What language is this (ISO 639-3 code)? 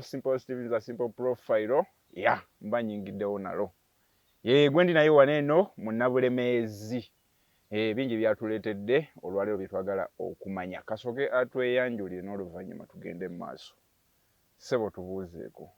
lug